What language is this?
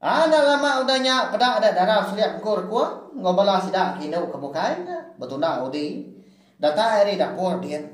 Iban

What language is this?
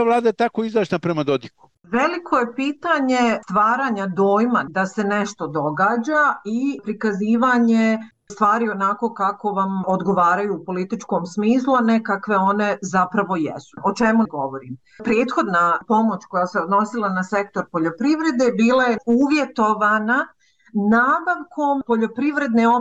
Bosnian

